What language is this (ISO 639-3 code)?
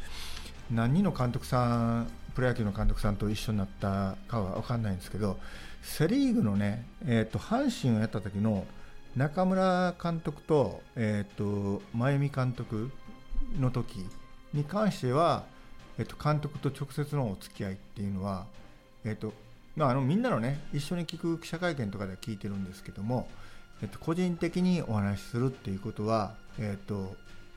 jpn